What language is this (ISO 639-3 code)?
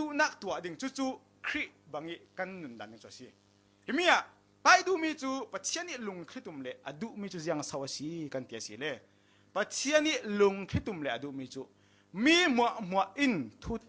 cfm